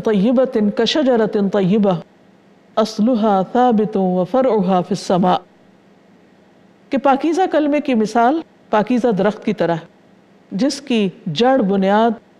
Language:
Urdu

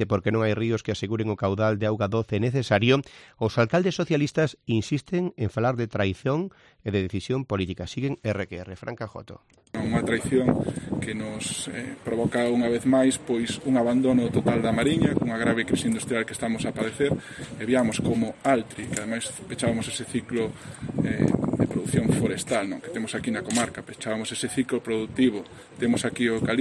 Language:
Galician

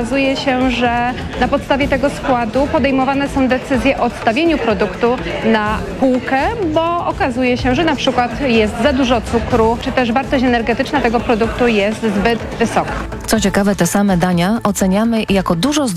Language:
Polish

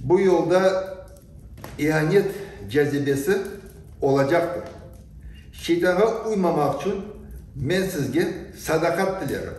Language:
Crimean Tatar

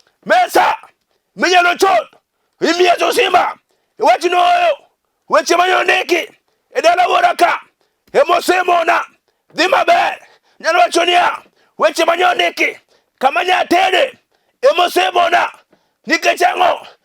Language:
Luo (Kenya and Tanzania)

